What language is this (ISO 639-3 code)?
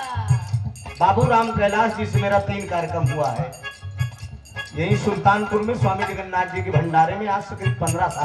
bho